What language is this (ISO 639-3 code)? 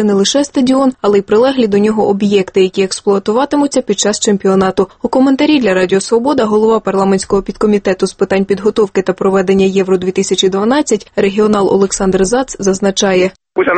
ukr